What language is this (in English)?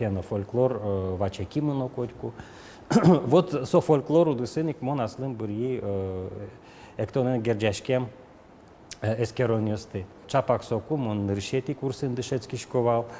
Udmurt